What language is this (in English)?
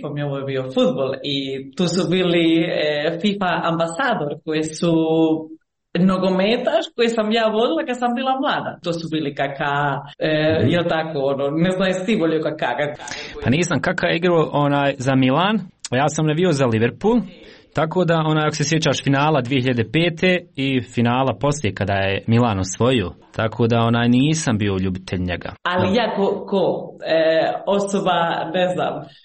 Croatian